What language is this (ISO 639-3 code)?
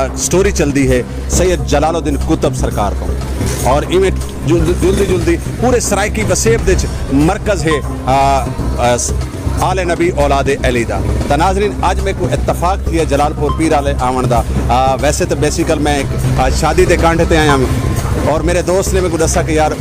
skr